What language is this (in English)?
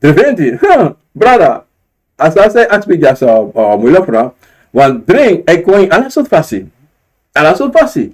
Sranan Tongo